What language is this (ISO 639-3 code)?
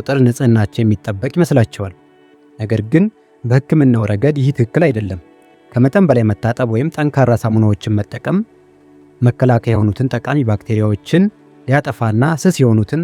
amh